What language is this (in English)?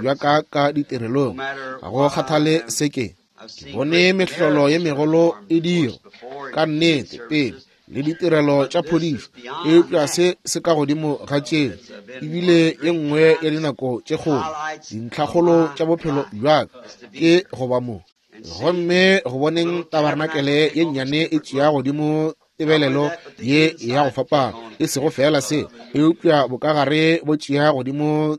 Northern Sotho